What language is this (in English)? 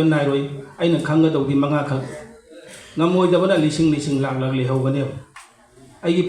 Manipuri